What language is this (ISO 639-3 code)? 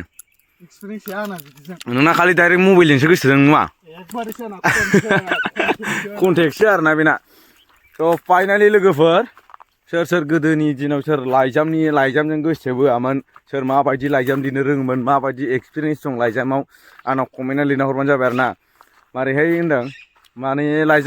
brx